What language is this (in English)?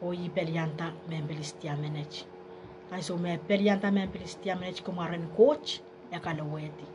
Pohnpeian